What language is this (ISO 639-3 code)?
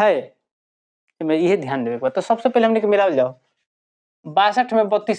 bho